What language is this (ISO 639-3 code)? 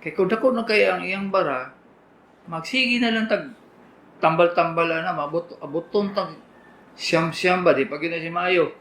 ceb